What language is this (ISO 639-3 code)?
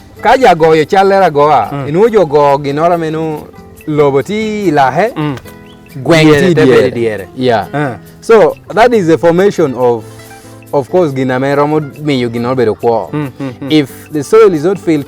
laj